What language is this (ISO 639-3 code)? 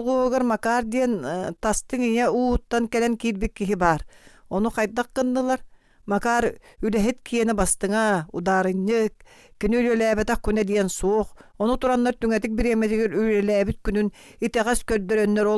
sah